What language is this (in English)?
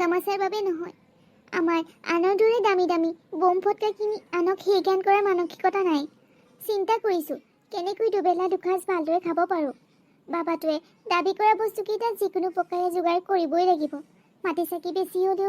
Assamese